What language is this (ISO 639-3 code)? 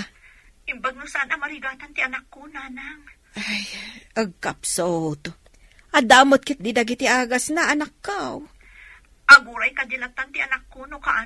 ilo